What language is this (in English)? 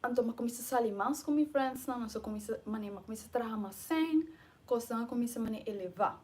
Papiamento